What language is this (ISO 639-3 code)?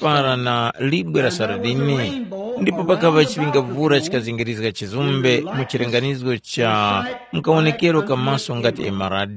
tum